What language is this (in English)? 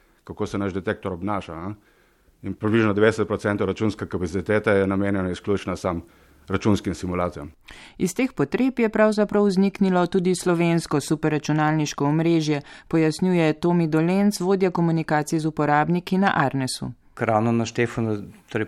Slovenian